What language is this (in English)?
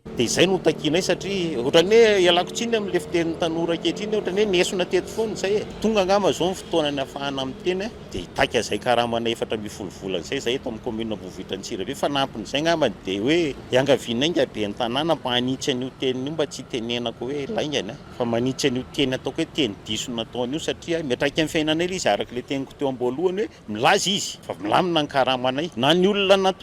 Malagasy